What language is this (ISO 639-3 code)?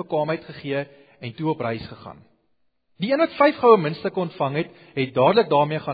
afr